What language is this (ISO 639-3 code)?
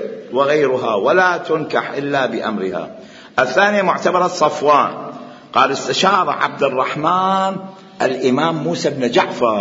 acm